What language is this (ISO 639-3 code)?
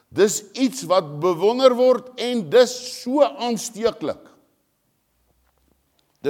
afr